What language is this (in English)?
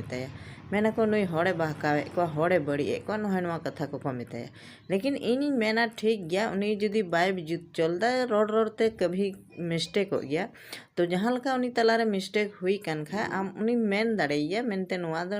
Santali